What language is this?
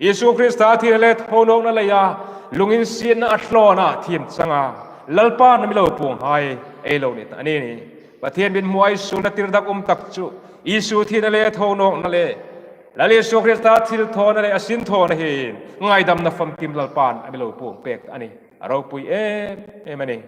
Hmar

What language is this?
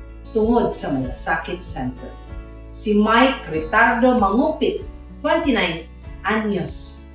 Cebuano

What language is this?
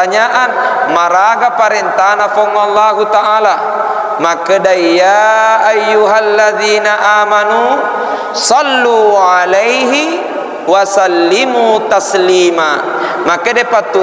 Buginese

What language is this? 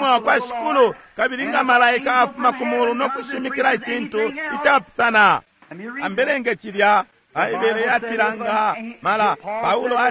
Bemba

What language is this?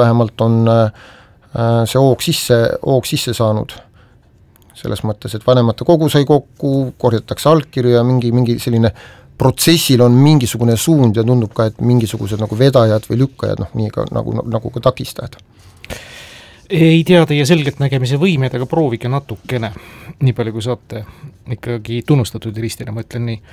Estonian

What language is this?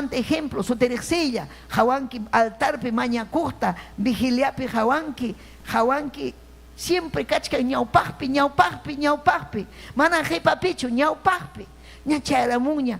Ayacucho Quechua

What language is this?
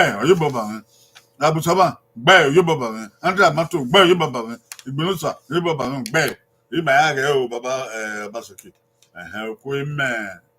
Bini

